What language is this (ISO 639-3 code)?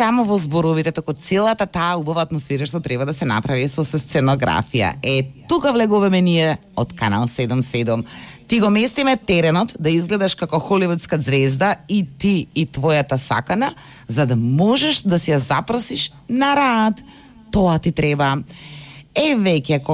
mkd